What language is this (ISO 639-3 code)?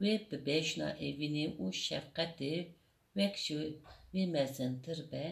kur